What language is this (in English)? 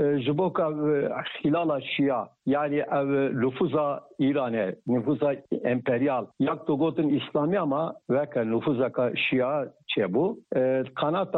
Kurdish